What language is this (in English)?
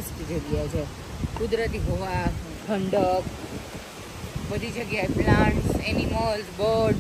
Gujarati